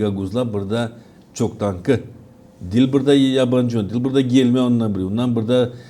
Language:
Gagauz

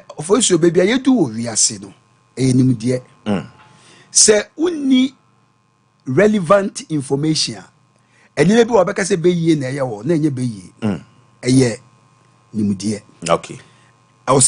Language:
Akan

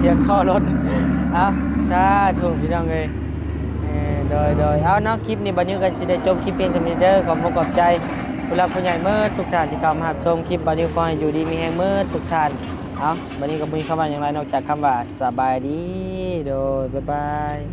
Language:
Lao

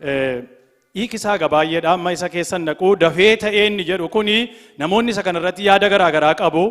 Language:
Oromo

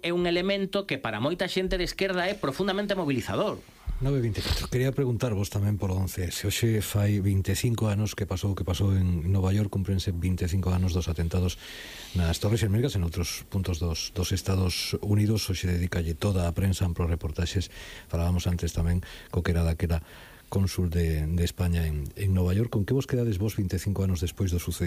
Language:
Galician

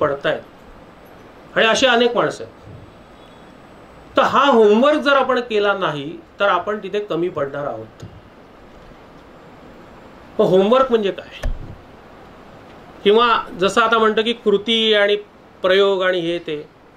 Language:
Marathi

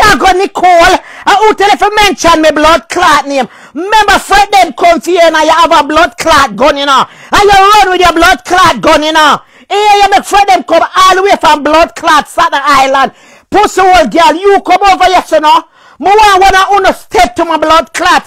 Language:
Jamaican Creole English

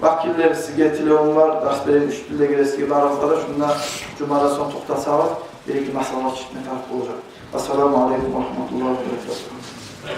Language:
Kumyk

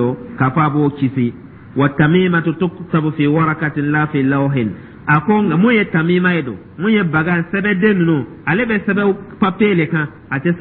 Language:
Dyula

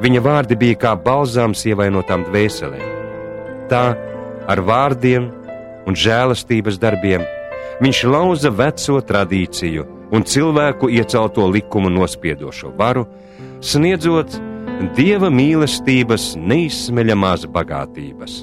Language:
Latvian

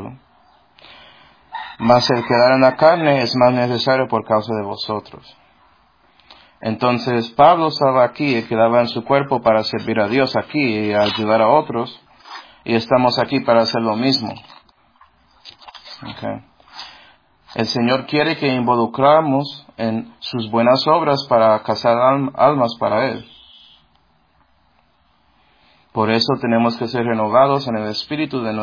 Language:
Spanish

